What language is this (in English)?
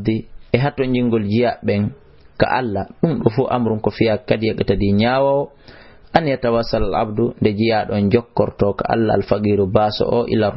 Fula